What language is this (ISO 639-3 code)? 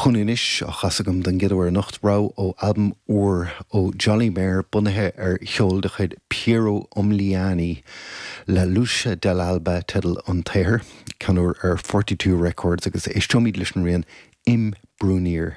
gle